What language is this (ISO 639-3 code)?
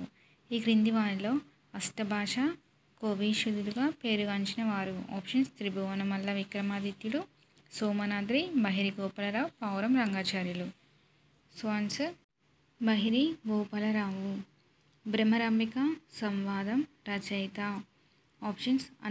tel